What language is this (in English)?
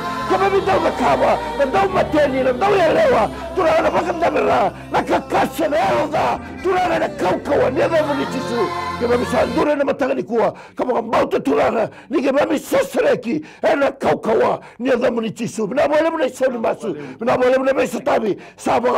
Fijian